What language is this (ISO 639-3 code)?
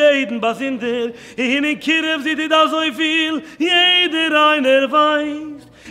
yid